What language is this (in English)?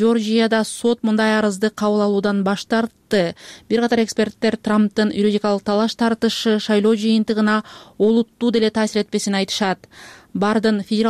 Kyrgyz